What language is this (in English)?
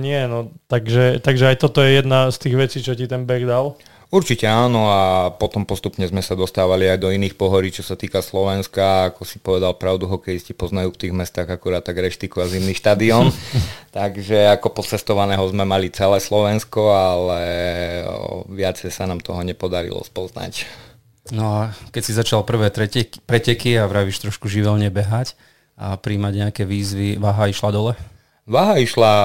Slovak